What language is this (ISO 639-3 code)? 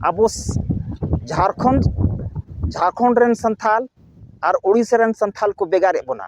sat